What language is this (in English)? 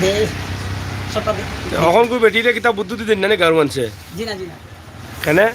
Sylheti